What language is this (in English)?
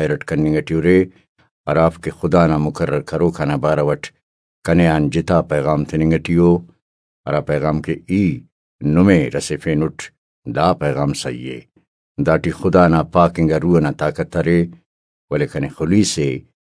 Brahui